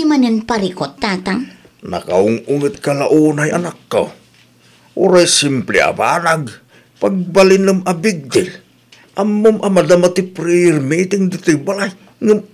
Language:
Iloko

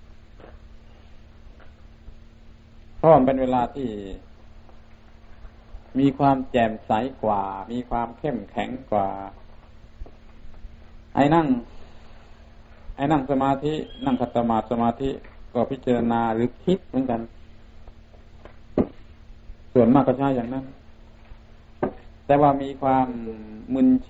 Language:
Thai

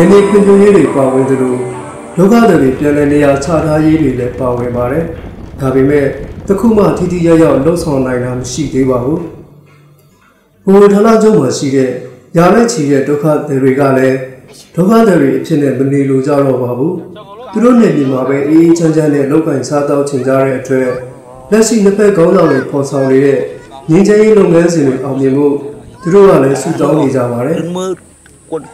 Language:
Burmese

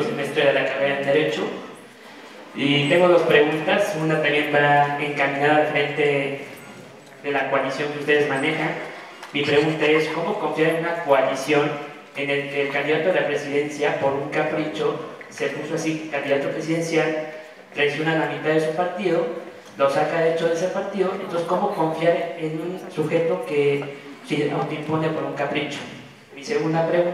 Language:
Spanish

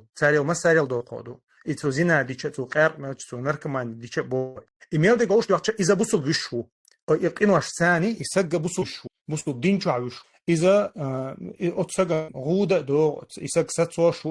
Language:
Chechen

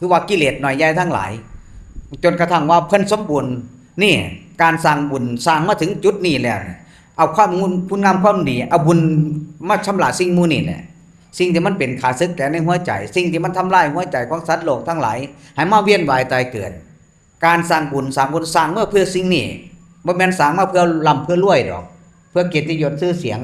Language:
Northeastern Thai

